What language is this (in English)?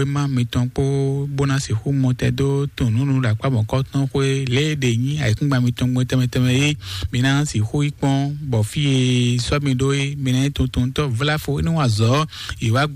Fon